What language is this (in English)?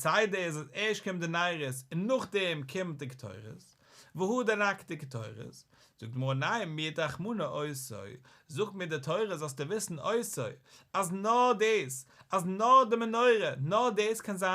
Yiddish